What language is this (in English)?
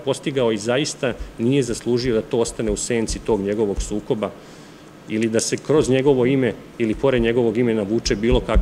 Serbian